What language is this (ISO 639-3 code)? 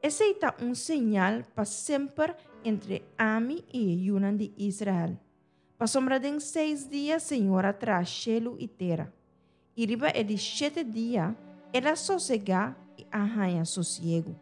pap